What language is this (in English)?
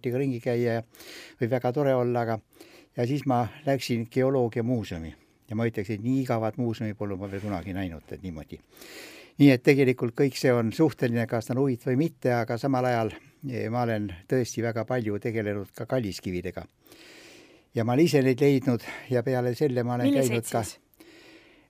Estonian